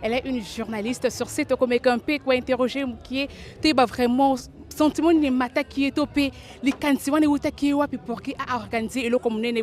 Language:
Lingala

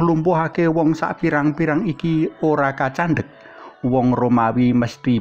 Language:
Javanese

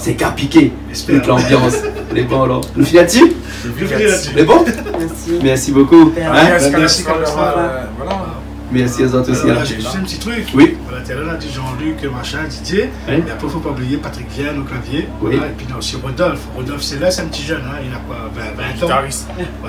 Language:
Réunion Creole French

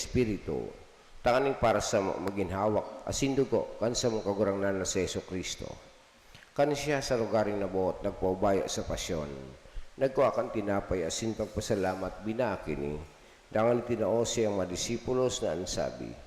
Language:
Bikol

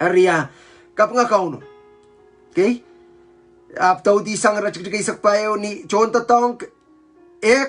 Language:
Pohnpeian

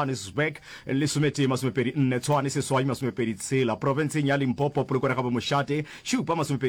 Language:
Northern Sotho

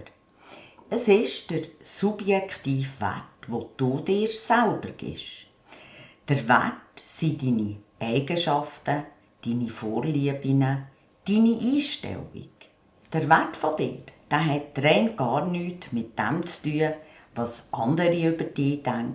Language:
Swiss German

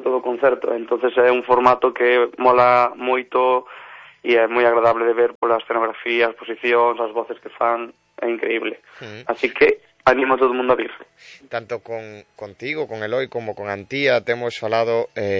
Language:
Galician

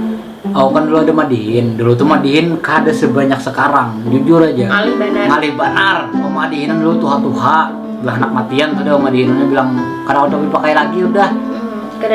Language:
Banjar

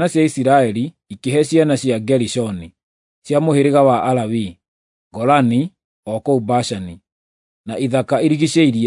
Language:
Kikuyu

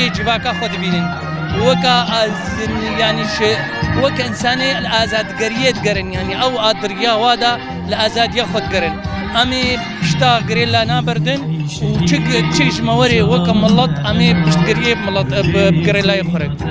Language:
Kurdish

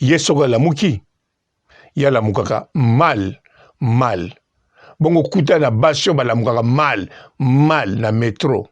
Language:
Lingala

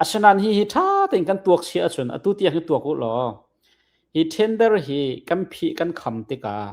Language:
Hakha Chin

